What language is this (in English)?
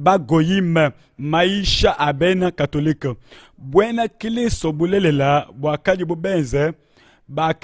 Luba-Lulua